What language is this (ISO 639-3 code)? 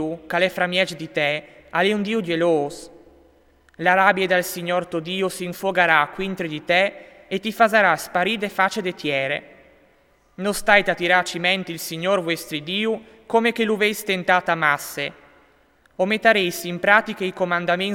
fur